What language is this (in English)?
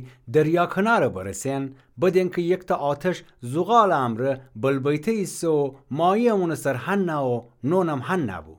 Gilaki